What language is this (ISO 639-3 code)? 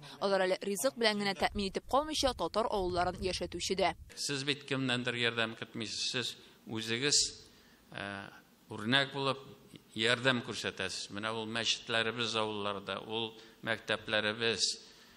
tat